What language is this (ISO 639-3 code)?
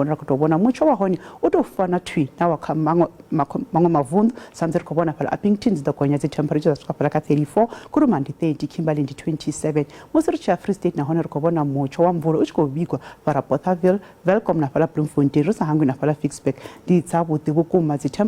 ven